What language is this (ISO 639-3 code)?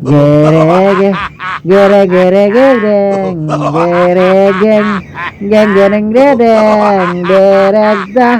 ceb